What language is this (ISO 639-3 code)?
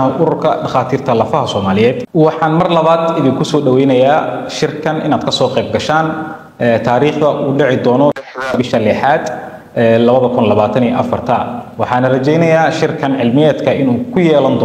som